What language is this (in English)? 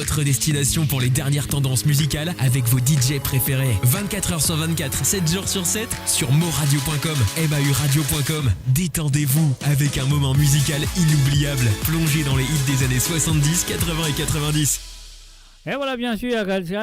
Morisyen